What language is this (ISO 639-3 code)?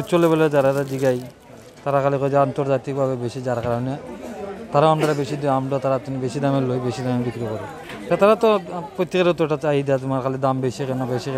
syl